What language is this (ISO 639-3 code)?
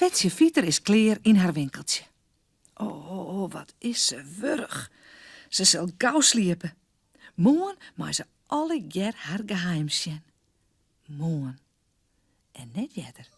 fry